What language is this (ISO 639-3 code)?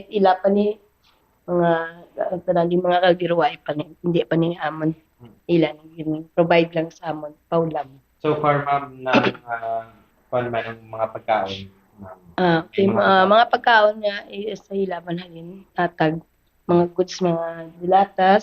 hil